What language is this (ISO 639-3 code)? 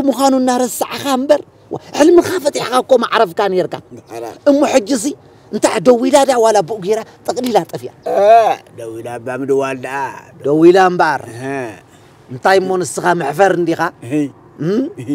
tir